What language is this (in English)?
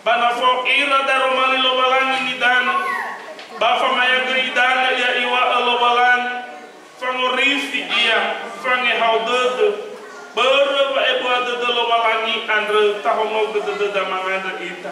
Nias